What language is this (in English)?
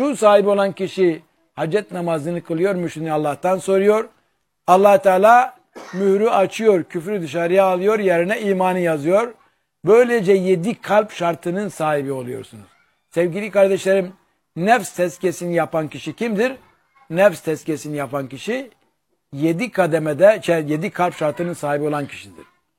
Turkish